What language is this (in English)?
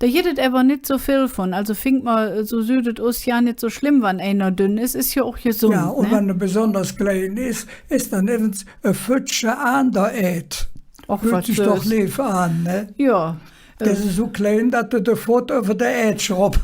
Colognian